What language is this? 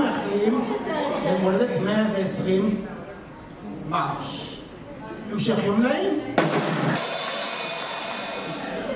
Hebrew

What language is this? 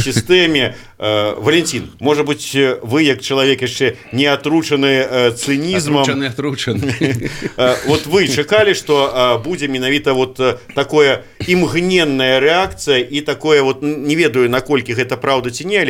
Belarusian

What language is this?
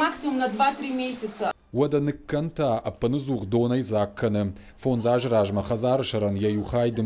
Ossetic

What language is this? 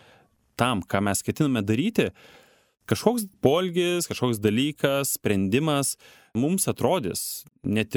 Lithuanian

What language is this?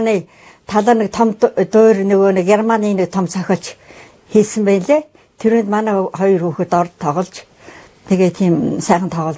Mongolian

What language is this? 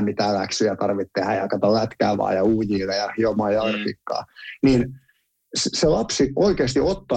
Finnish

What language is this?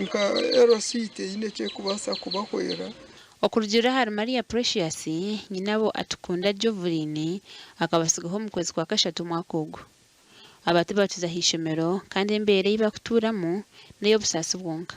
Nyankole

